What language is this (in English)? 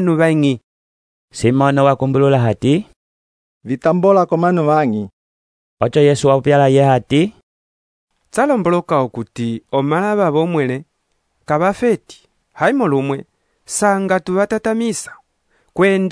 Umbundu